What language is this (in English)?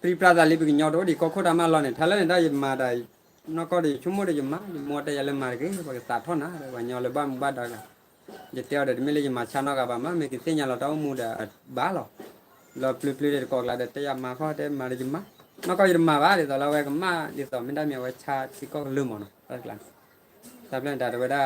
S'gaw Karen